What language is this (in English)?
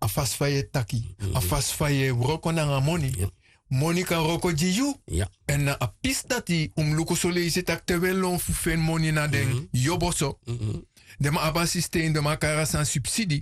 Sranan Tongo